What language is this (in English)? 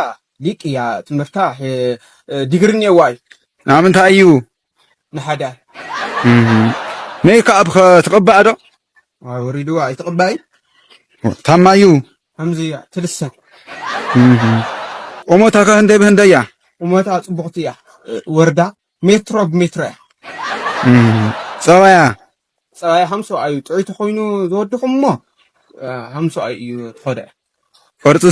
Tigrinya